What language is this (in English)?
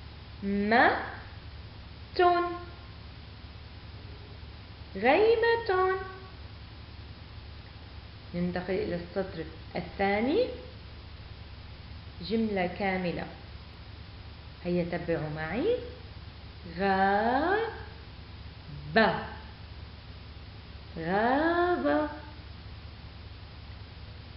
Arabic